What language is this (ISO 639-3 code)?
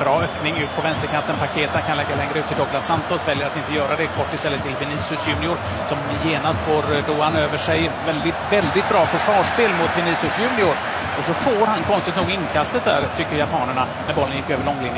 swe